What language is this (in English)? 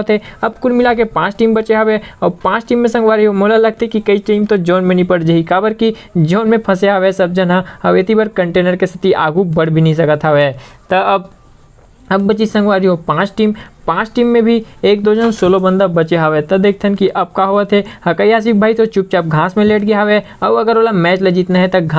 Chhattisgarhi